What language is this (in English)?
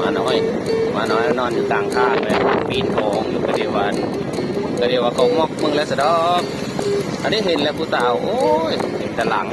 Northeastern Thai